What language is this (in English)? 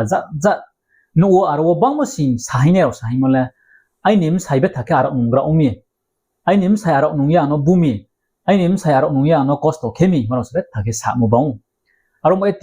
Riang (India)